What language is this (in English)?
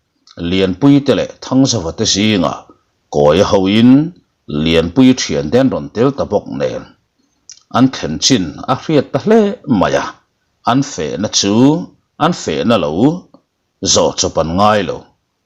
Mizo